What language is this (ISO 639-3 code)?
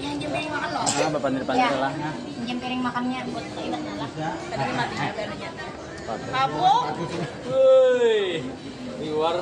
bjn